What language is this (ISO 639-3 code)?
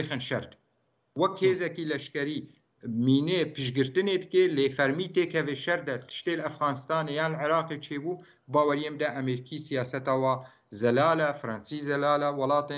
kur